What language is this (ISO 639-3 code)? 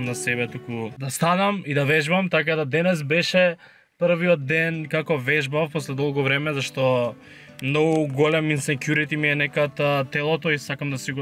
mkd